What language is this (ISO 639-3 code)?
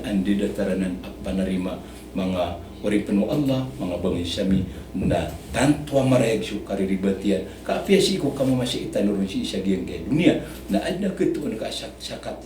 mrw